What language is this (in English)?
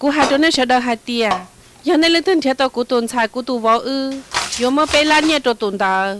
Hmong